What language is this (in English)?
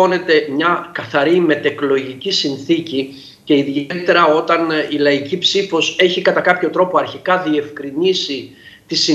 Greek